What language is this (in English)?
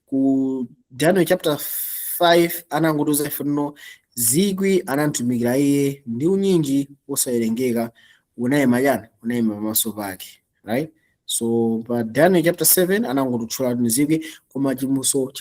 Nyanja